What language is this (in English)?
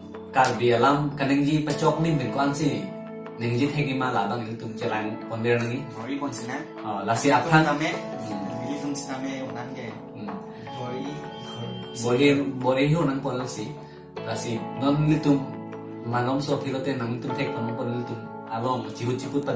Karbi